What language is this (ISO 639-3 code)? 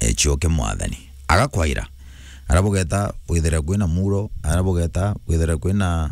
mer